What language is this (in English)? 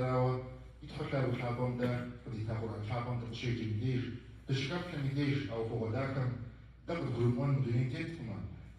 Kabardian